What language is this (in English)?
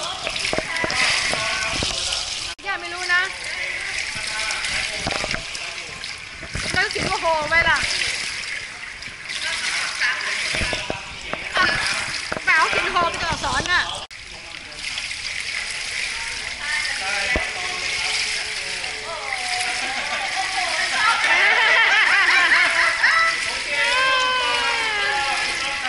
Thai